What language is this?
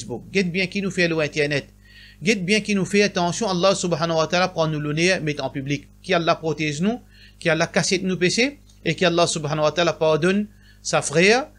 Morisyen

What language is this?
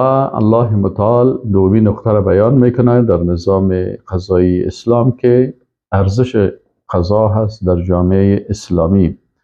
Persian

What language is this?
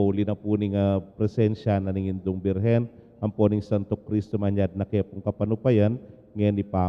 Pampanga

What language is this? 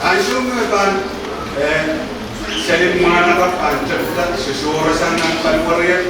Pohnpeian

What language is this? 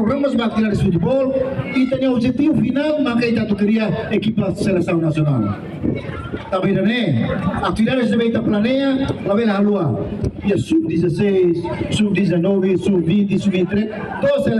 Tetum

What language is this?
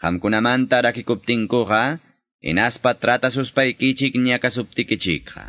Ayacucho Quechua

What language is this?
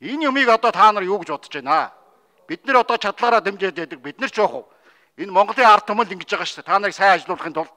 Mongolian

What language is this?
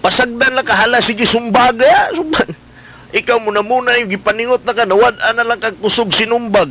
Cebuano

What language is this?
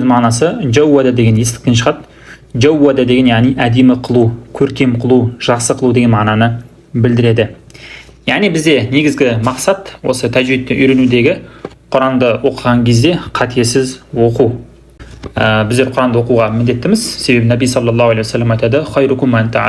Kazakh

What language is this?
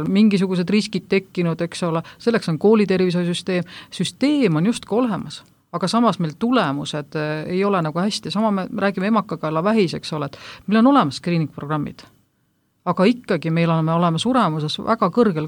Estonian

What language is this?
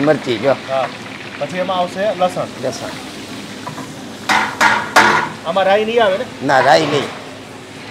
Gujarati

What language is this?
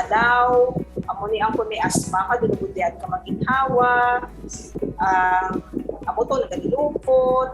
Hiligaynon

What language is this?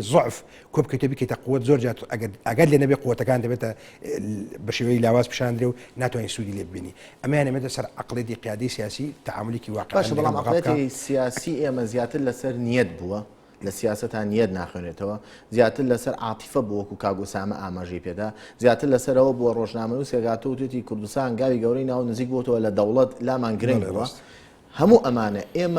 Central Kurdish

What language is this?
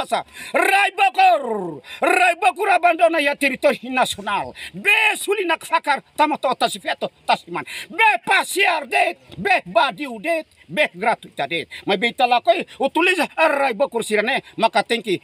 Tetum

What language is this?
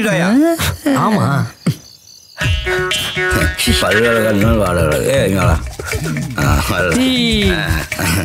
Tamil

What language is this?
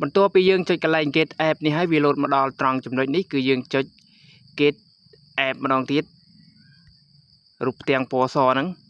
Khmer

